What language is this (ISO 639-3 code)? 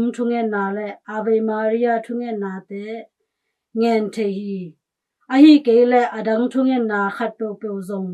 ctd